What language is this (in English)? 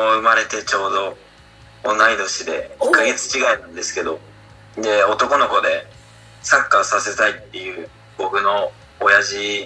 Japanese